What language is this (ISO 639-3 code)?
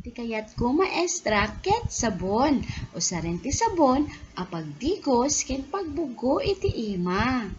ilo